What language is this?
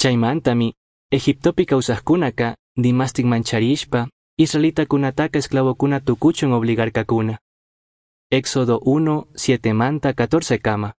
Chimborazo Highland Quichua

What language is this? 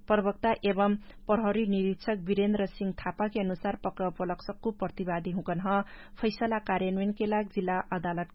Dangaura Tharu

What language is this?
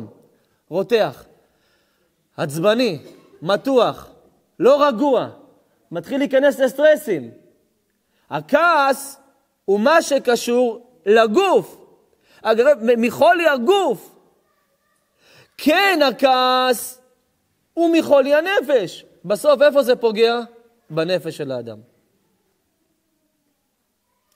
Hebrew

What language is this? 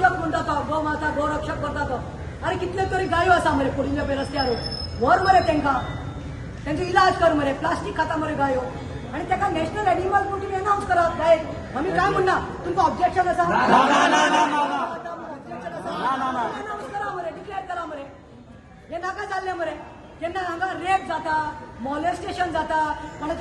Konkani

